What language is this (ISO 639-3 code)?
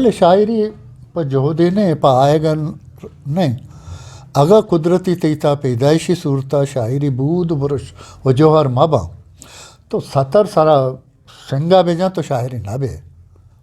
bgp